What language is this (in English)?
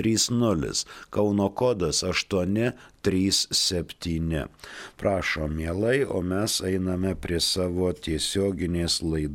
Lithuanian